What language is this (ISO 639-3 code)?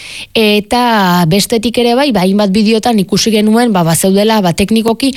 eus